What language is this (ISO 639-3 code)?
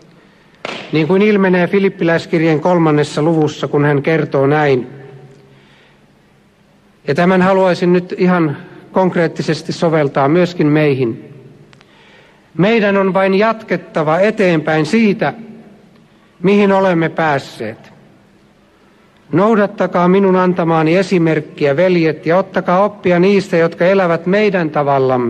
fin